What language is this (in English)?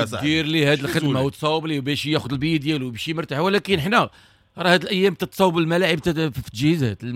Moroccan Arabic